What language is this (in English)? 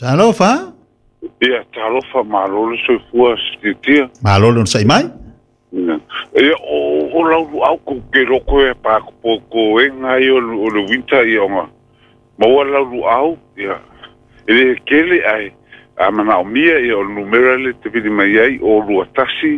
Samoan